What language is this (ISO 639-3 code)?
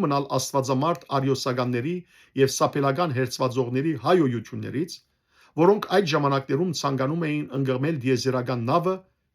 hyw